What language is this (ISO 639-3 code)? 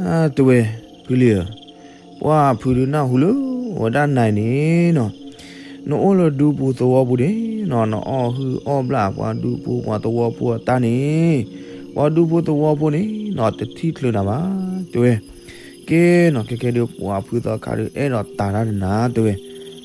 ksw